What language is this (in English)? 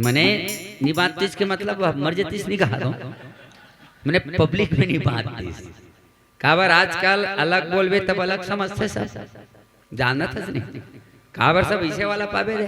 Chhattisgarhi